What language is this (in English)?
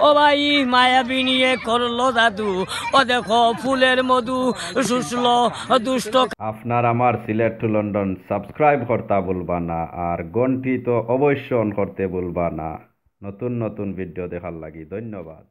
Sylheti